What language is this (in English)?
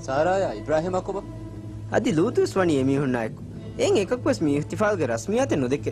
Divehi